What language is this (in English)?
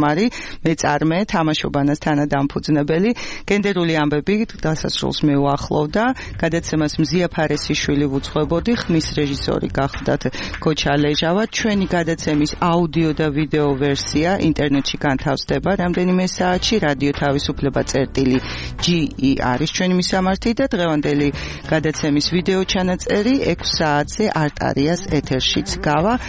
Georgian